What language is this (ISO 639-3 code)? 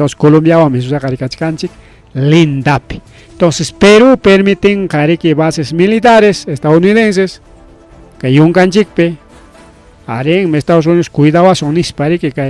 quy